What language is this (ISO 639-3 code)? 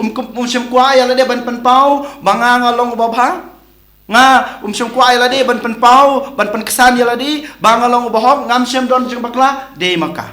kha